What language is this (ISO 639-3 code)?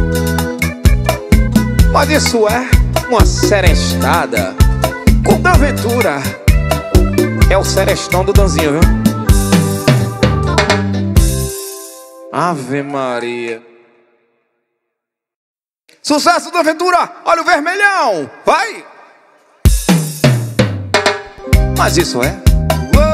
por